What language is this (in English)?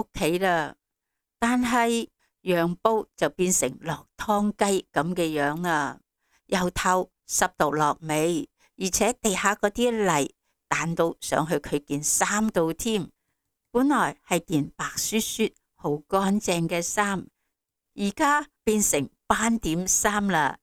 Cantonese